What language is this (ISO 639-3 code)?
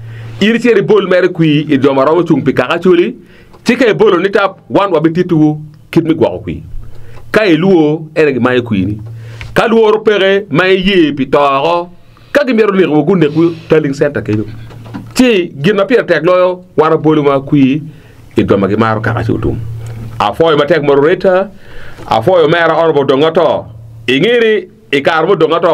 ach